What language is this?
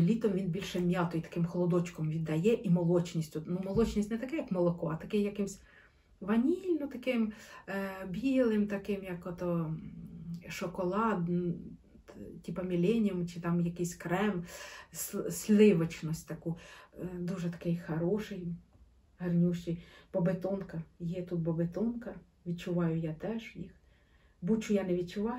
Ukrainian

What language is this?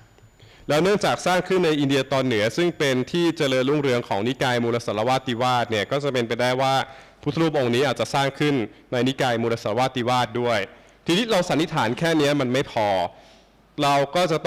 Thai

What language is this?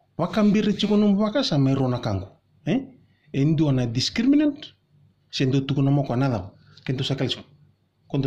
Fijian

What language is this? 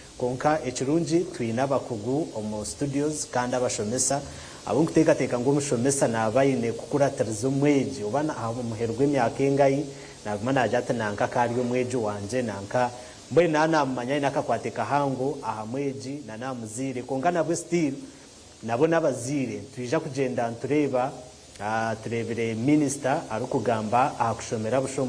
Nyankole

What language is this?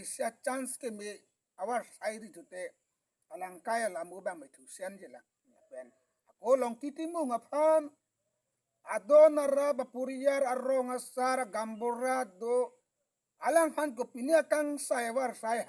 Karbi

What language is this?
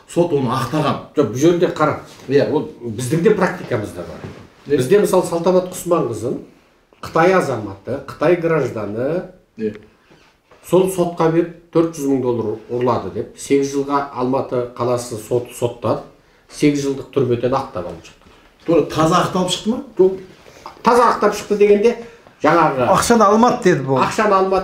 Kazakh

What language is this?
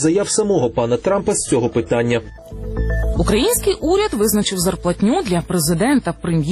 Ukrainian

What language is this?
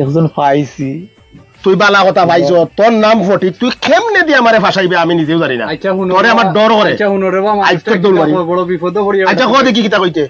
Sylheti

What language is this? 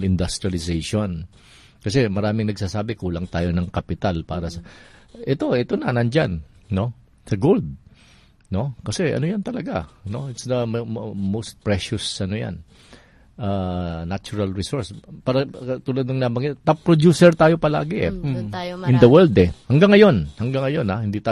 Filipino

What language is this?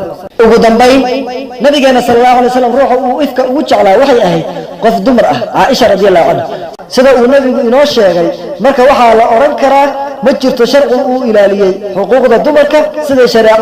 Somali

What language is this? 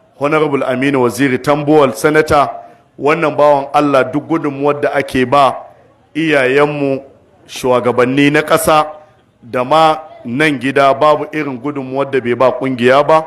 Hausa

